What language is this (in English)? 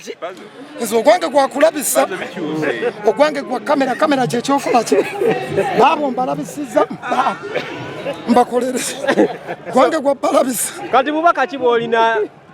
Ganda